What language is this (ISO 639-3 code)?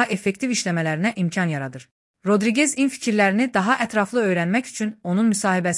aze